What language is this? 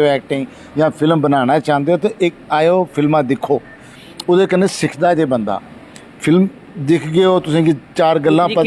Dogri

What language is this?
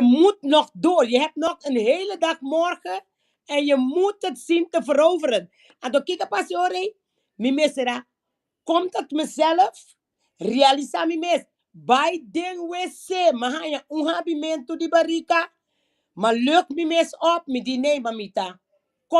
Papiamento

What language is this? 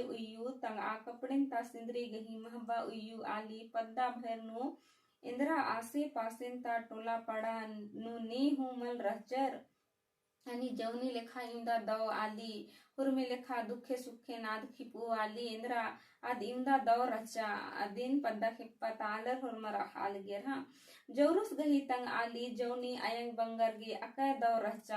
Kurukh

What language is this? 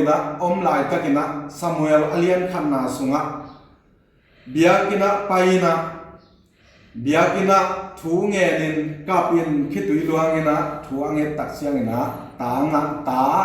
Tedim Chin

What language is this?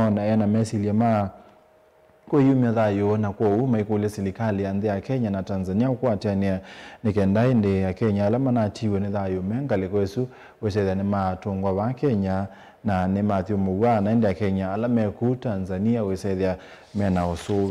Kamba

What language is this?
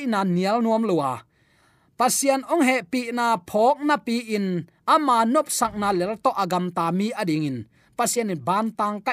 Tedim Chin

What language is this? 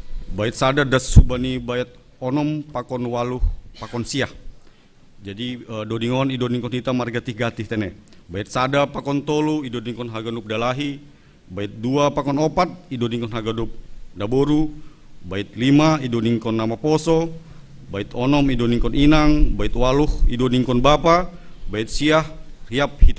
Batak Simalungun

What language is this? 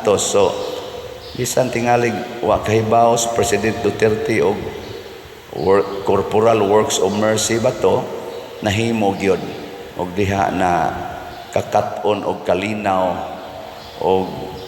Cebuano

